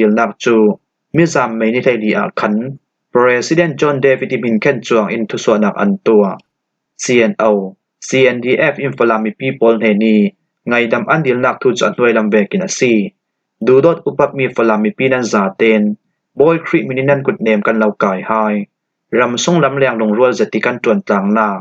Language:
Falam Chin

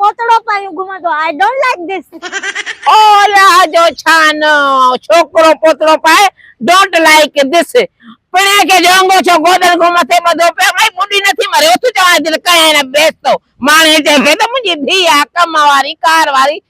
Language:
Sindhi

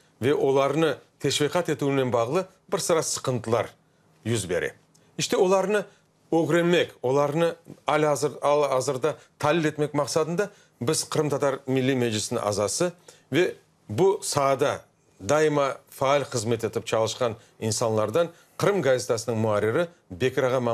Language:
Crimean Tatar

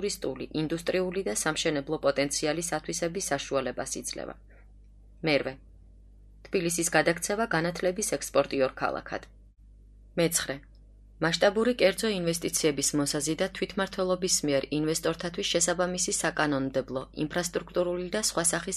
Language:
Georgian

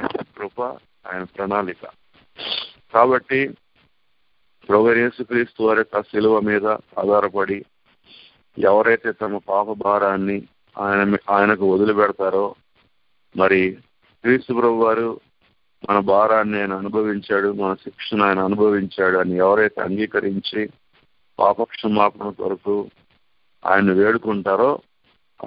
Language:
Telugu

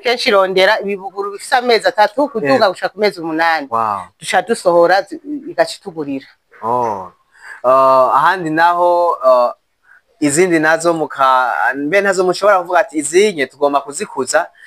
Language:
Rundi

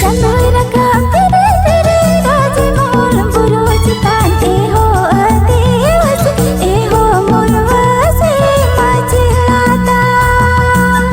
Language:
Santali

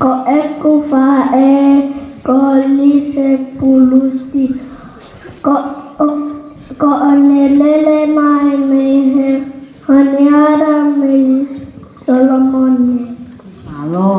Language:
Tongan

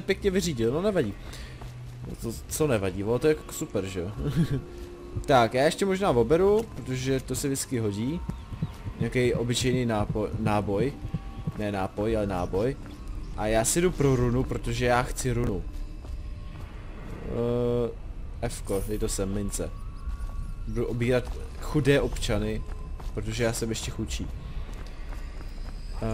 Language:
Czech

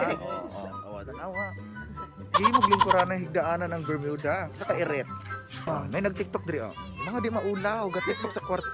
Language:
Cebuano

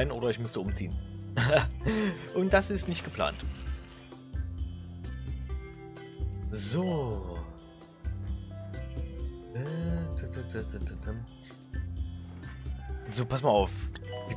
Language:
German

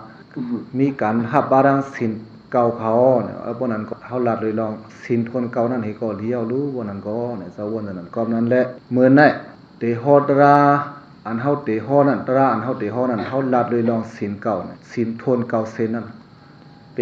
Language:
Shan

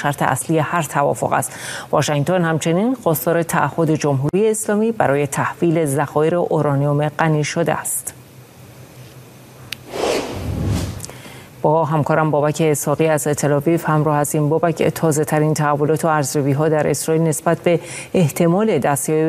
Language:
Persian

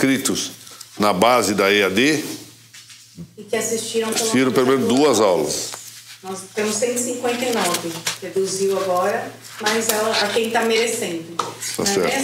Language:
Portuguese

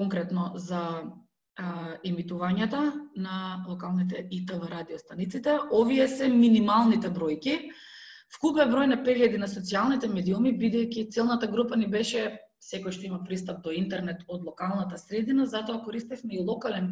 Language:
Macedonian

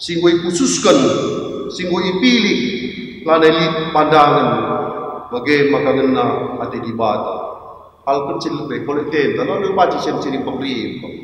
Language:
Batak Karo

